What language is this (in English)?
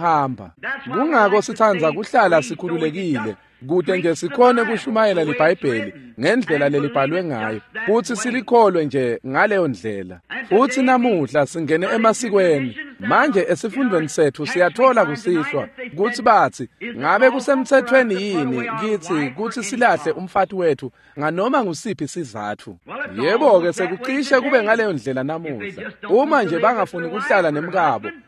Swati